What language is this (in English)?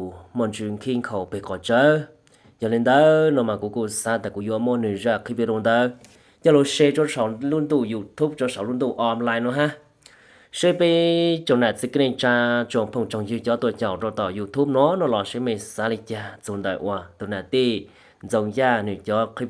Hmong